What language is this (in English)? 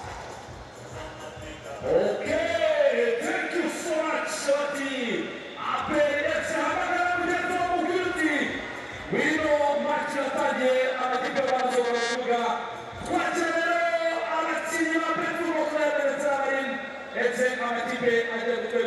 Kinyarwanda